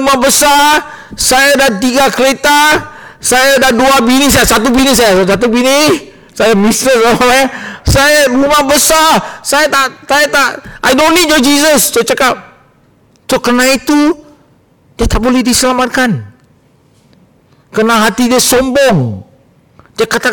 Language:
Malay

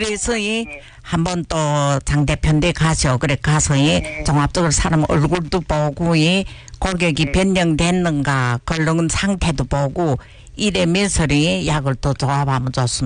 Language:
Korean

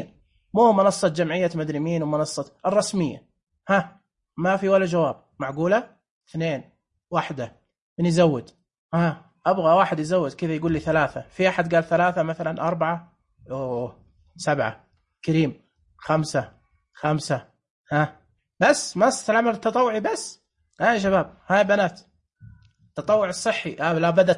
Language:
Najdi Arabic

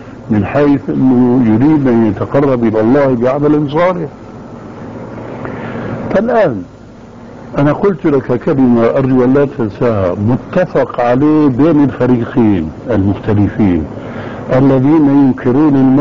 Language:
Arabic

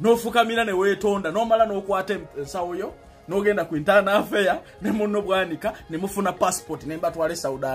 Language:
Ganda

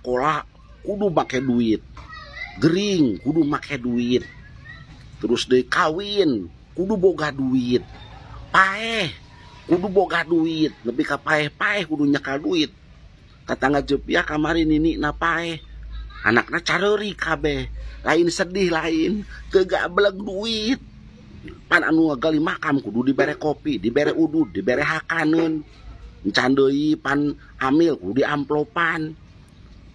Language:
Sundanese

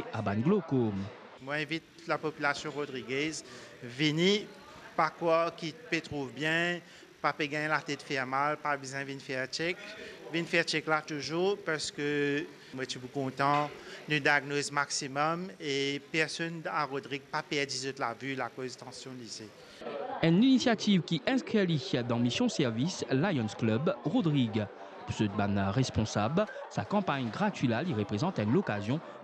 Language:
Morisyen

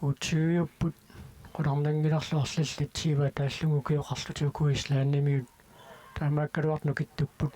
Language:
Kalaallisut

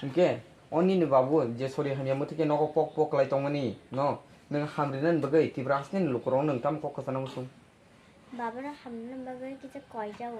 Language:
Kok Borok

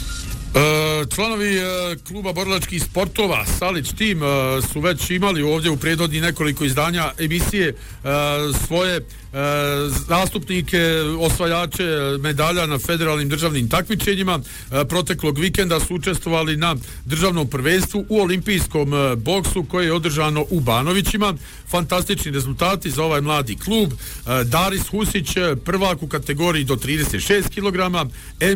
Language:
Bosnian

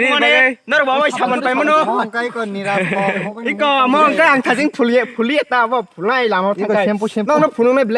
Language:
Kok Borok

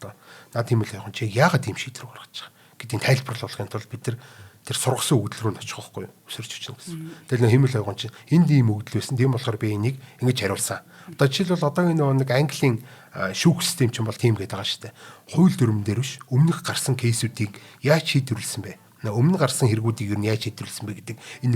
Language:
Mongolian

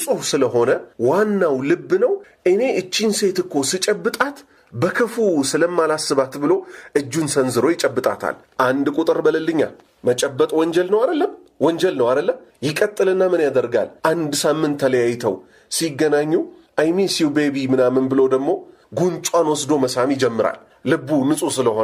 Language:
Amharic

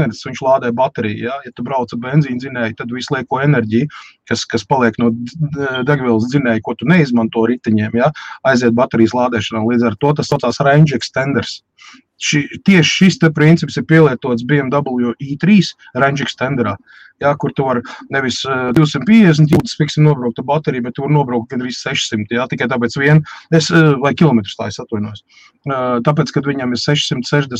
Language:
Latvian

